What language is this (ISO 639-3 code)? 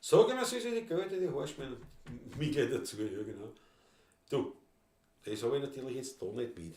bar